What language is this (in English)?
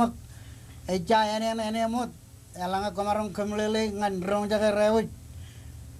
Marshallese